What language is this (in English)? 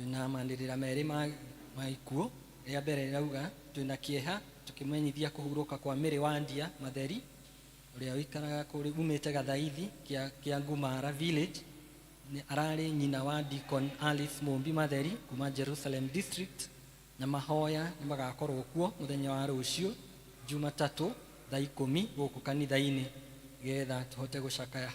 Kikuyu